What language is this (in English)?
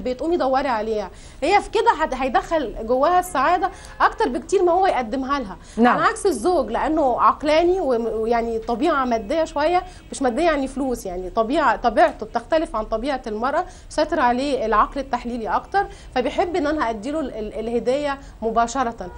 Egyptian Arabic